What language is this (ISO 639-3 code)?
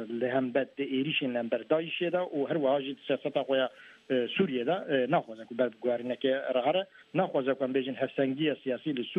kur